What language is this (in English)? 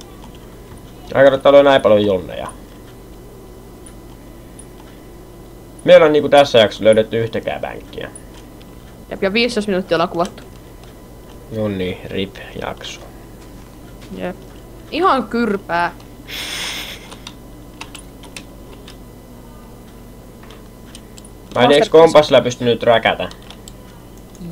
Finnish